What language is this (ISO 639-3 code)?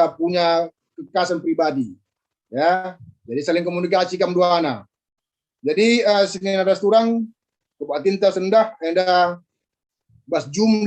btx